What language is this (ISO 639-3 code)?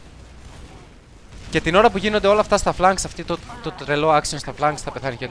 ell